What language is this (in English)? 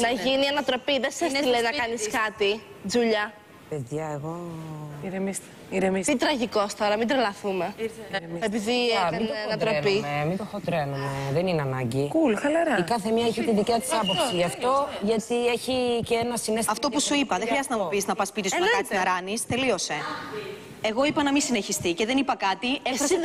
Greek